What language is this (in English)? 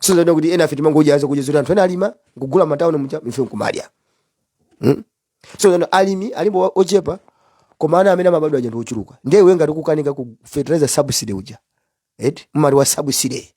Nyanja